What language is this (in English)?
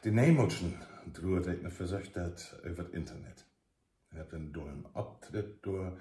Low German